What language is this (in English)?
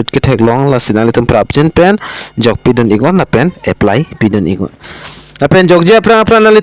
Karbi